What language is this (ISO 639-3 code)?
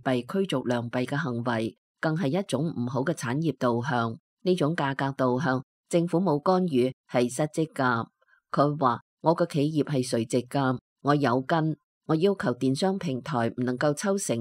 yue